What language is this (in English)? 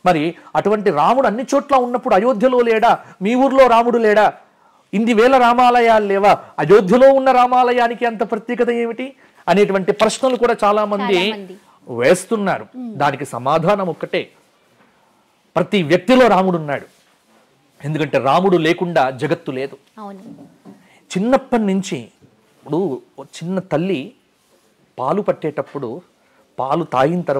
Telugu